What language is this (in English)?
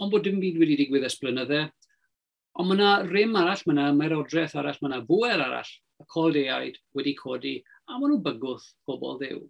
Welsh